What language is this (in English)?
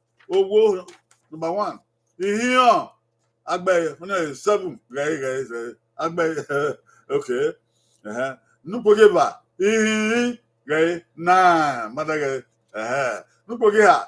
Bini